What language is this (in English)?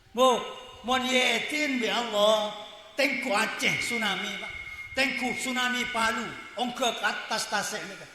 Madurese